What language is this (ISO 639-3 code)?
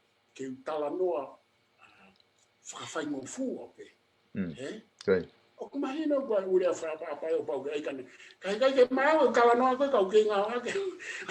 ton